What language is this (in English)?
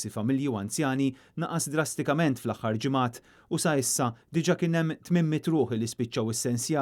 Maltese